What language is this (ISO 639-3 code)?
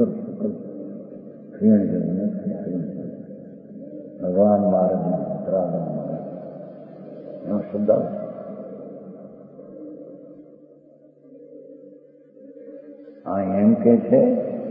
guj